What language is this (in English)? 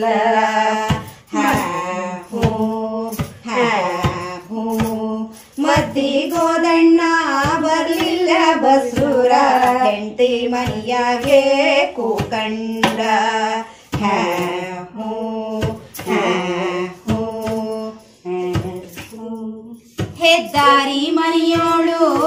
Kannada